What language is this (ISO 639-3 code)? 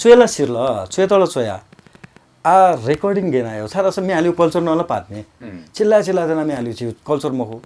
new